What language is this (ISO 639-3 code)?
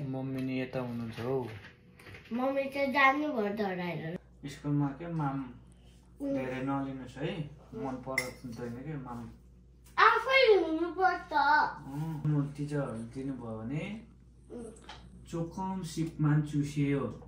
nep